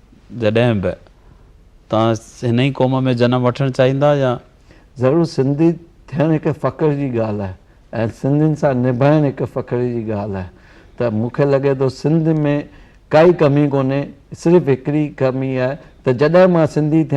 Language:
Sindhi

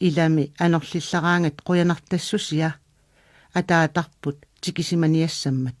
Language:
Kalaallisut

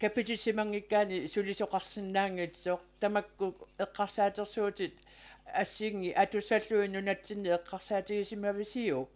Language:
Kalaallisut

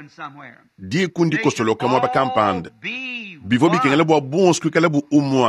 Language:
Luba-Lulua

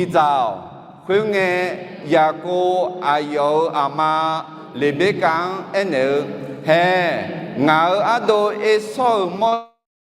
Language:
Akha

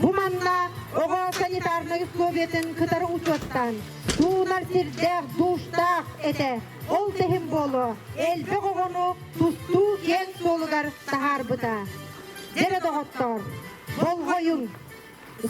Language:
Yakut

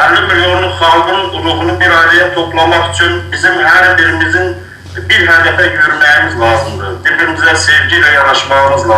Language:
South Azerbaijani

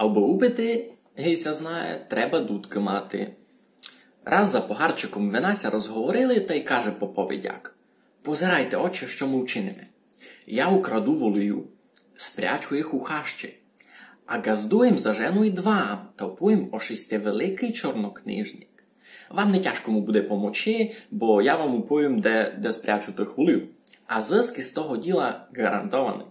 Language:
Rusyn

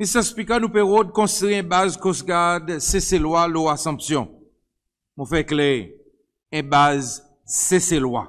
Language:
Seselwa Creole French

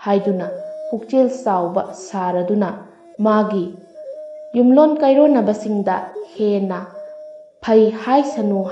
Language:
Manipuri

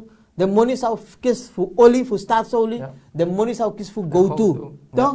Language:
Sranan Tongo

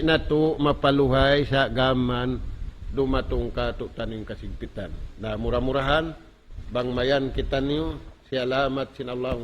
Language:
Tausug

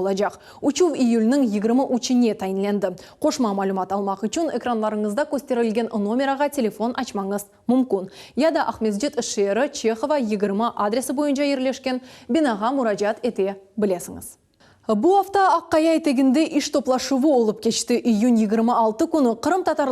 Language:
Crimean Tatar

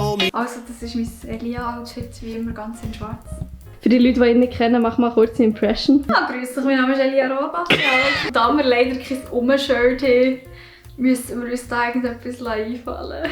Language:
Swiss German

